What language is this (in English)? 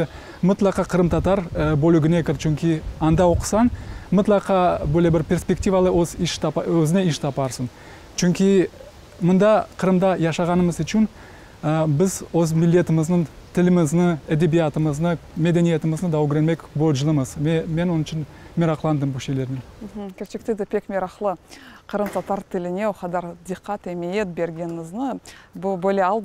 Crimean Tatar